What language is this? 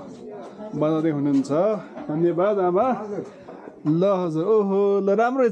Nepali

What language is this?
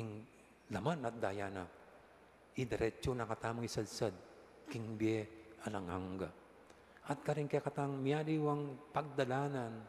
Pampanga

